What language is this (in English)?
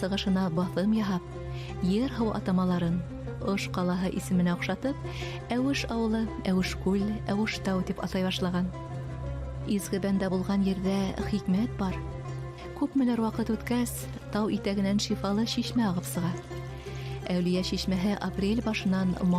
Bashkir